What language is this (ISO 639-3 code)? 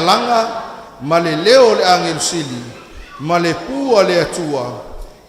smo